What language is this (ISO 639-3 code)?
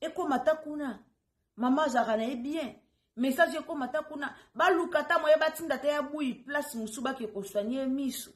lin